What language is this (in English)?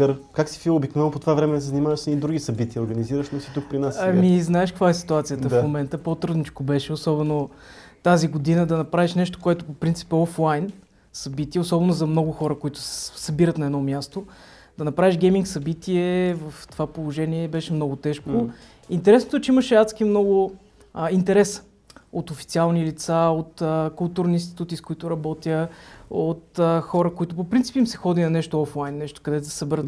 Bulgarian